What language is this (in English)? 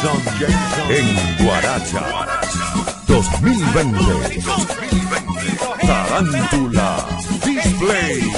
Spanish